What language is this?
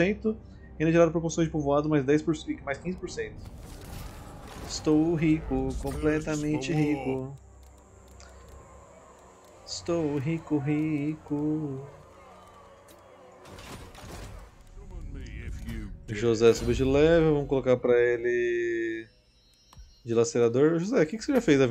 Portuguese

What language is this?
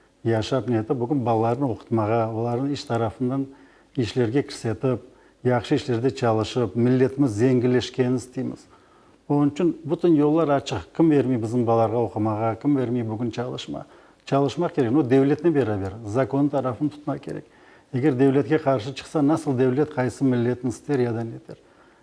Crimean Tatar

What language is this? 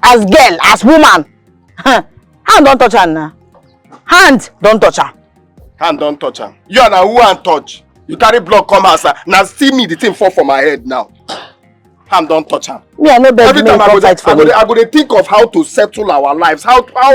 Nigerian Pidgin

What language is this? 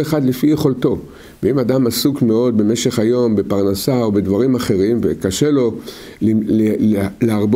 Hebrew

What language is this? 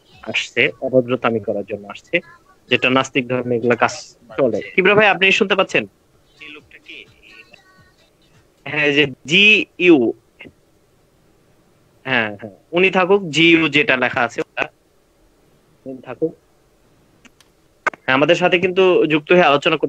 Bangla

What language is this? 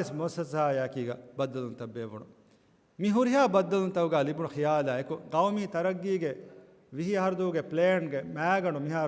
Divehi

